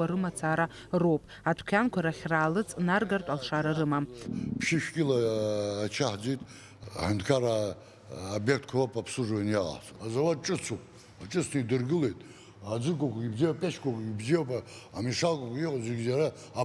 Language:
Abkhazian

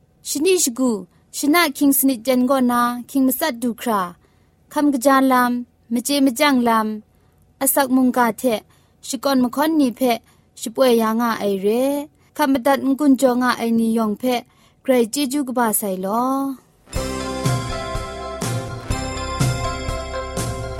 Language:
Thai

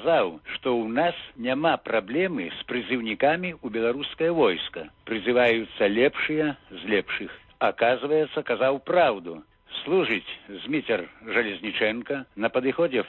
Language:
Belarusian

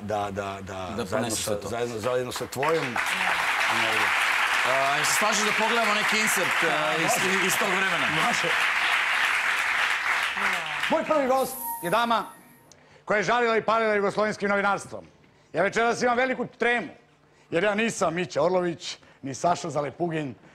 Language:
Serbian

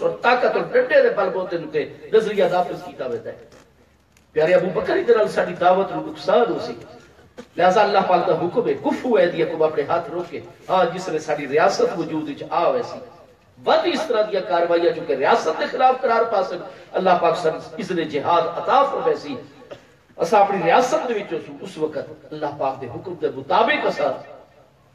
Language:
Saraiki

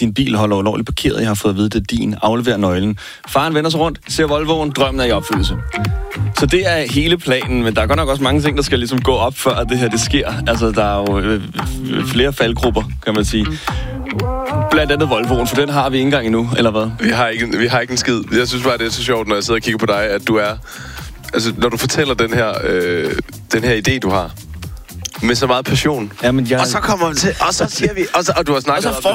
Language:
Danish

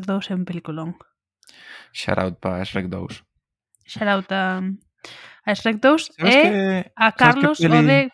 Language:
Galician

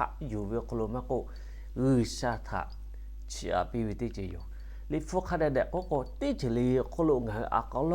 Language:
Lahu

